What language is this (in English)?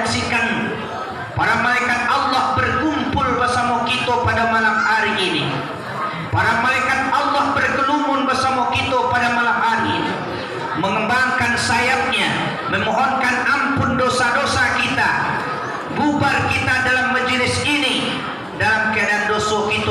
Minangkabau